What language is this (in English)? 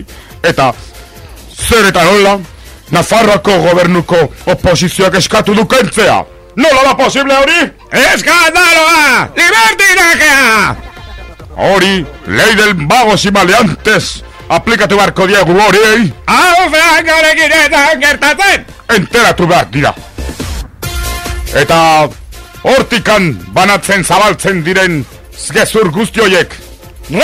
Basque